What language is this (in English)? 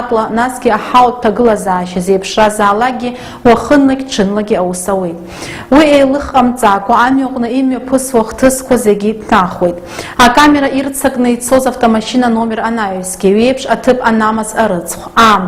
Abkhazian